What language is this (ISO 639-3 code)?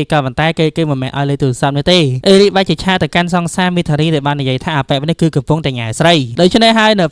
khm